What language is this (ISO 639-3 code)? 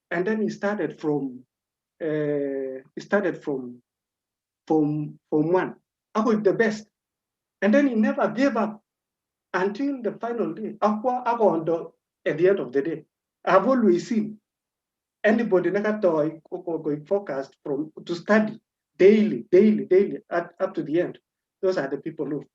kln